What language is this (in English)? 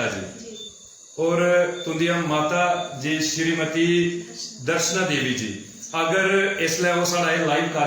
Dogri